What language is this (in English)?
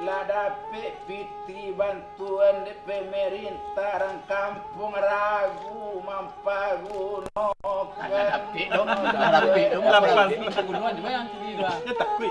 Minangkabau